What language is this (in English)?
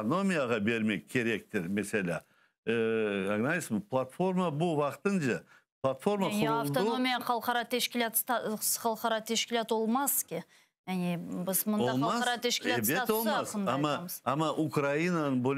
Crimean Tatar